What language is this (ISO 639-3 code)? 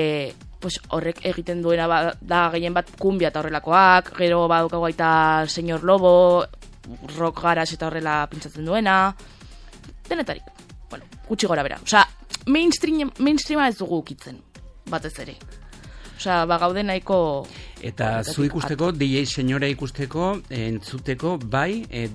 eus